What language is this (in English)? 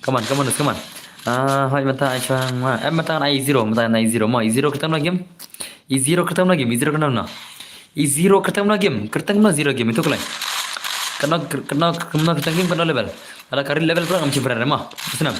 Khasi